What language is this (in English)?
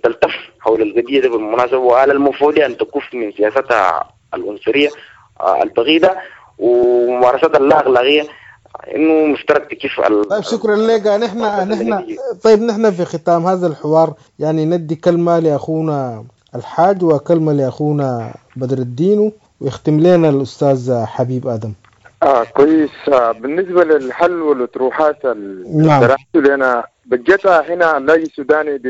Sudanese Arabic